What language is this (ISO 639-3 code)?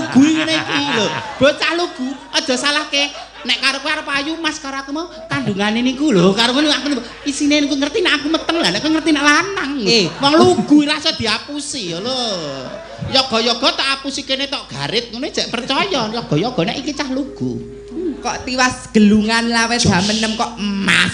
jav